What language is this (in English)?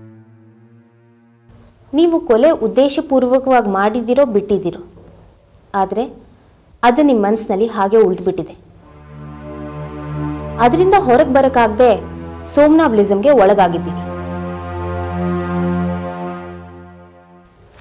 Kannada